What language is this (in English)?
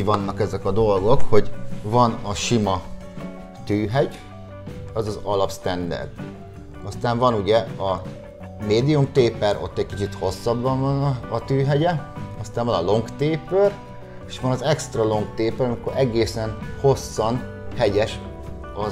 Hungarian